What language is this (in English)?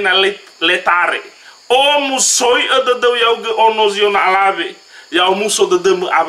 Nias